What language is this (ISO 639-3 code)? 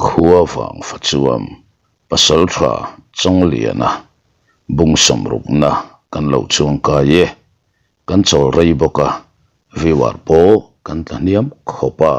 lus